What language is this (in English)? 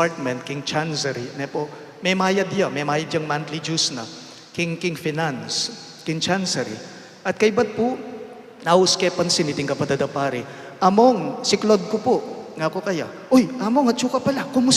Pampanga